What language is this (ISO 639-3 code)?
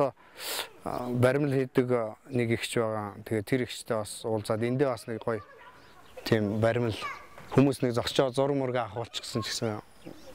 mon